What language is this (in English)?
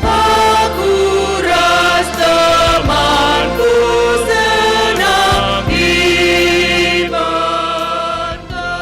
Batak Karo